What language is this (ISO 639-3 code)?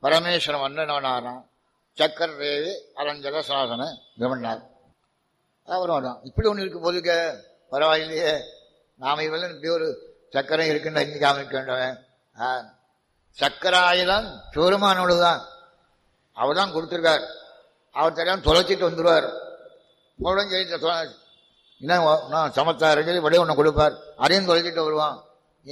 tam